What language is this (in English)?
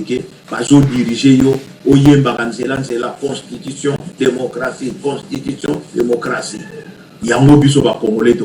Lingala